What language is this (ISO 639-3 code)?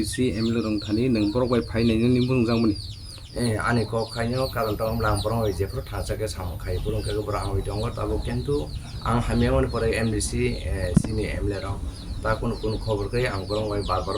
trp